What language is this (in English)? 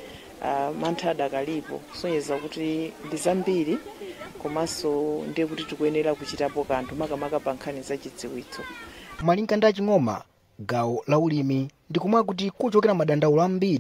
Nyanja